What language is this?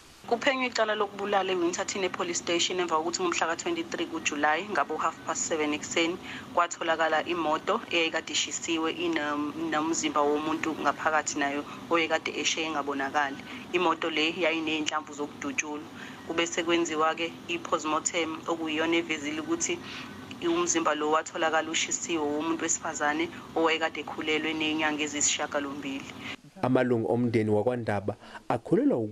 Zulu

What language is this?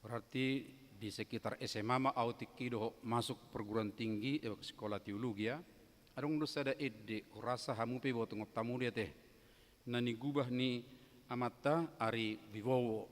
Batak Toba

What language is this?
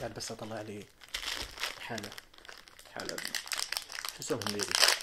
Najdi Arabic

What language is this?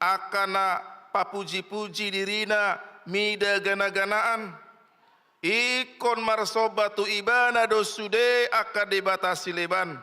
Batak Toba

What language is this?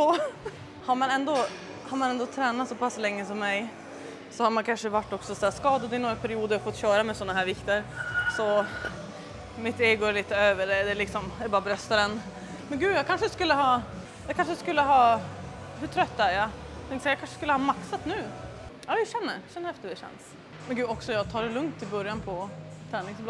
Swedish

